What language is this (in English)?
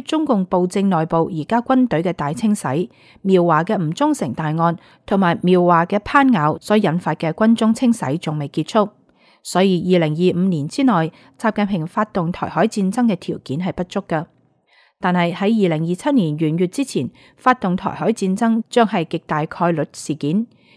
Cantonese